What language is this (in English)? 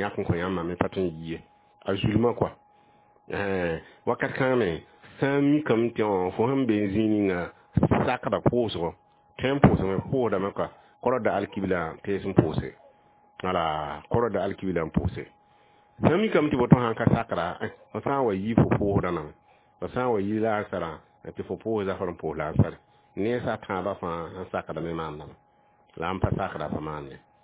Mossi